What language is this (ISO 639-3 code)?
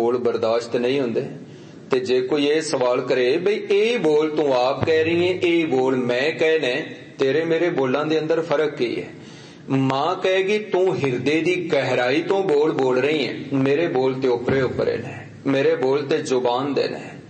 pan